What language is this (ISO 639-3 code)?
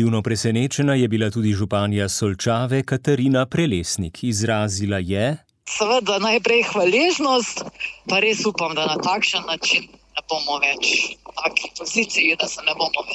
slv